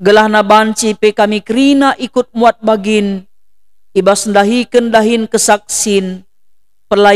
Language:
Batak Karo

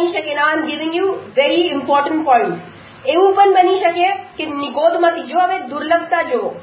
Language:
Gujarati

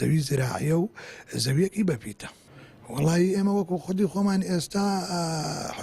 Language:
Central Kurdish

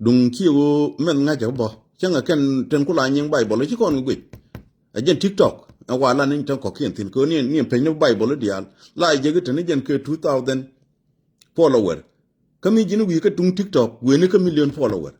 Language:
Nuer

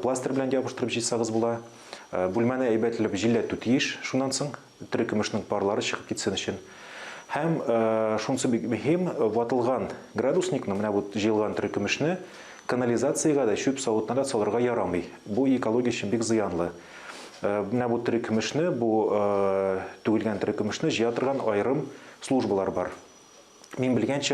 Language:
Tatar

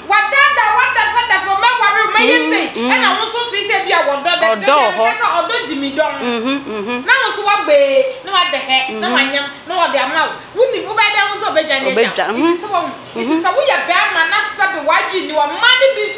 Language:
Akan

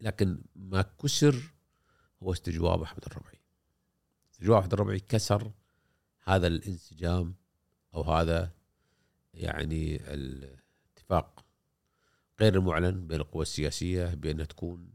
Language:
Gulf Arabic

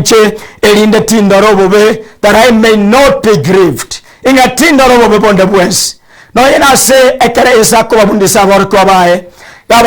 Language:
Gusii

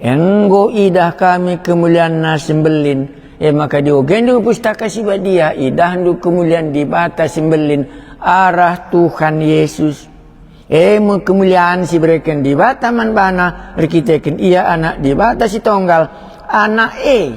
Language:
Batak Karo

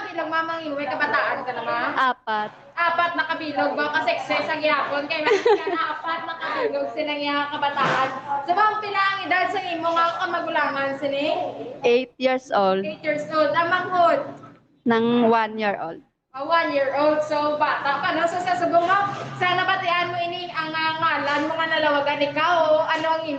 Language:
Hiligaynon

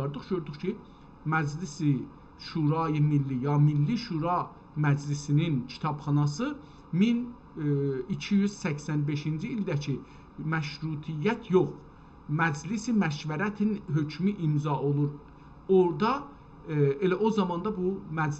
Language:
South Azerbaijani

